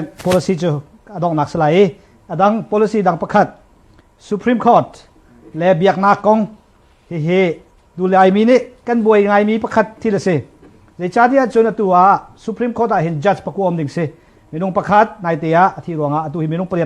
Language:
Hakha Chin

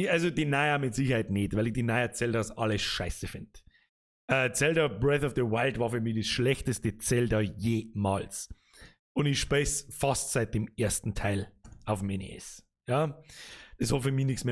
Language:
Bavarian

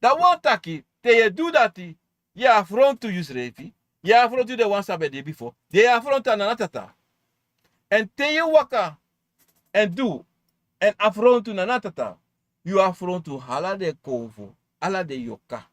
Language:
Sranan Tongo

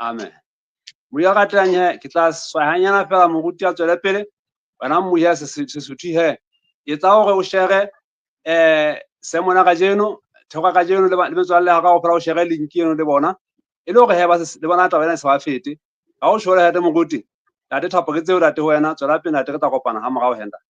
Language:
Southern Sotho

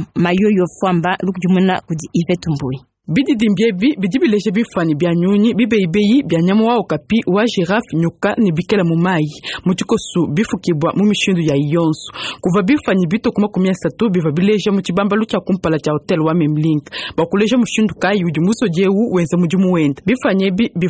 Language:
Luba-Lulua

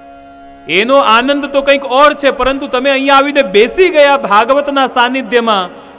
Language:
Gujarati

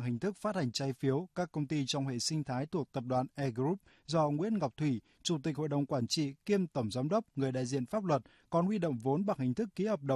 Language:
Vietnamese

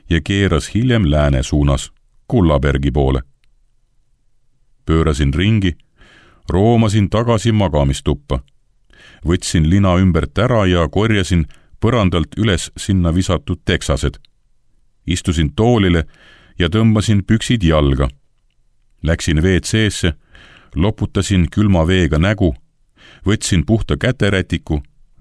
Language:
Estonian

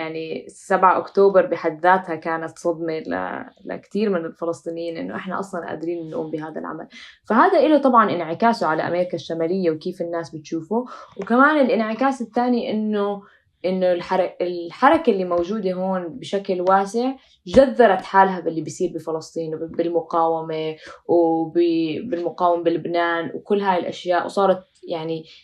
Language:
North Levantine Arabic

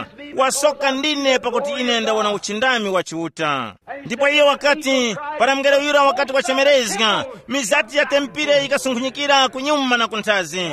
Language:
Tumbuka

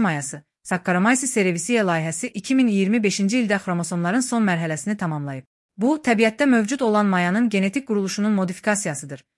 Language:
Azerbaijani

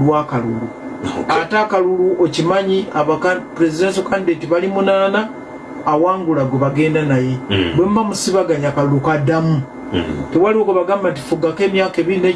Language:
Ganda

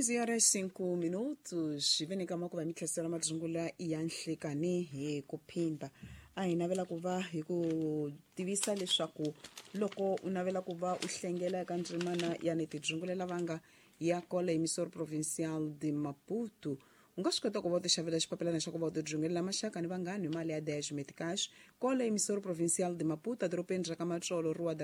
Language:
Tsonga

